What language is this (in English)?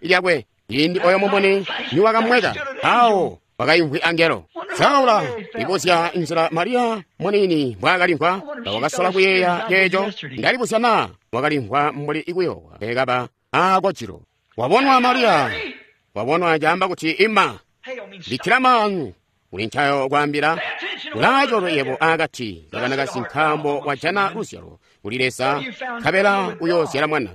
Tonga (Zambia)